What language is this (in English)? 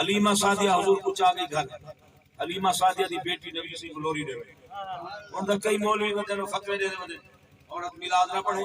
Saraiki